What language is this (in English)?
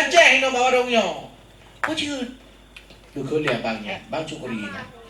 Achinese